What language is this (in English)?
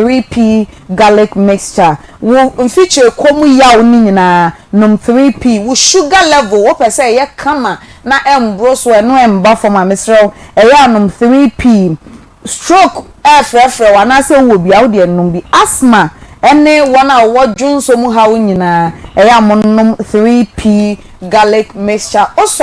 Akan